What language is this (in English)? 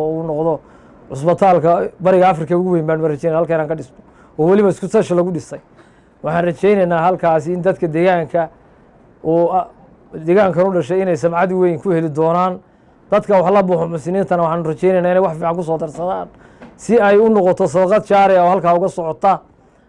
Somali